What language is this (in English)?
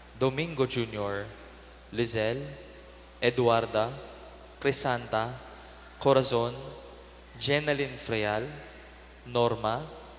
Pampanga